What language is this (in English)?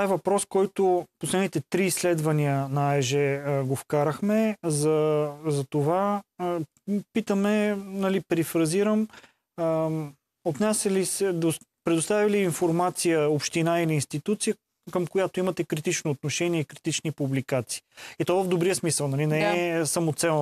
Bulgarian